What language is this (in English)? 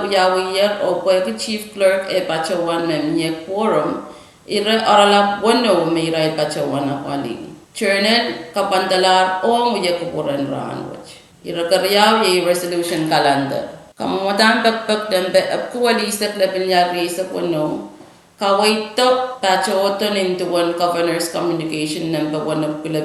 Pohnpeian